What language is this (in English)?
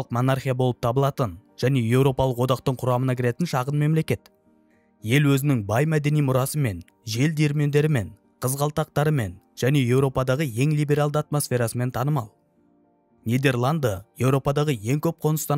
Kazakh